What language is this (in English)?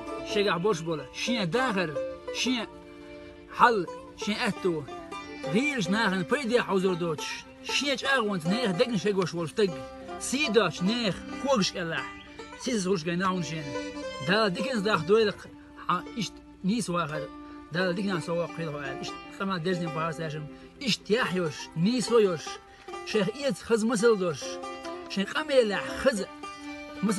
Chechen